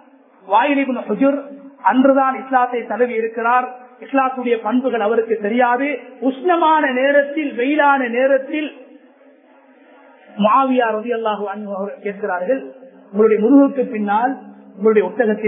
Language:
Tamil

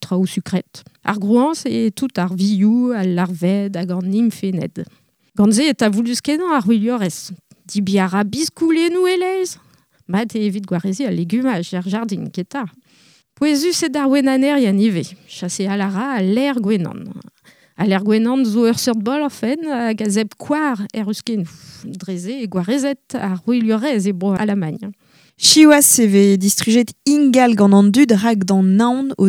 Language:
Breton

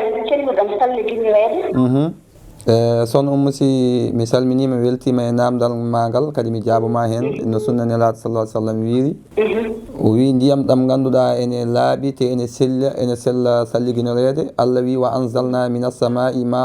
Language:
Fula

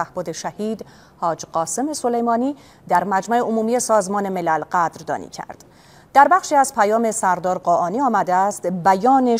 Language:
Persian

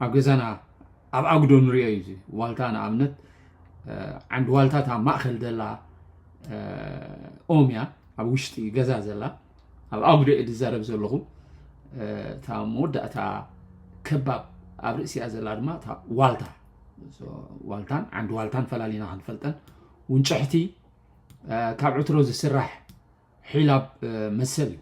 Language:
Tigrinya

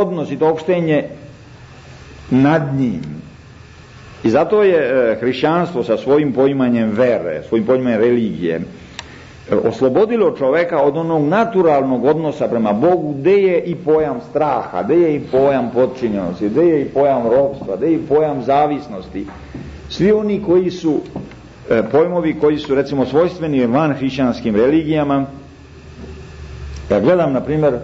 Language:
Serbian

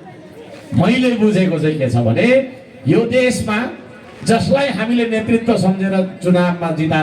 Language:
Nepali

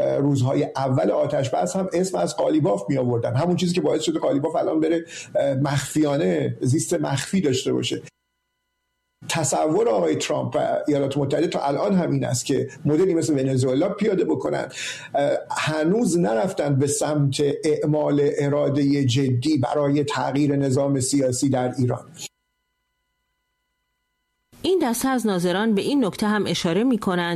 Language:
Persian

